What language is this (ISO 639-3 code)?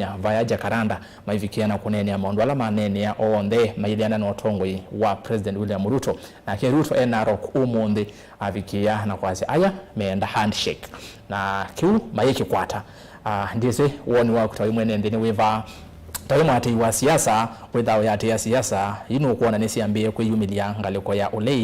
kam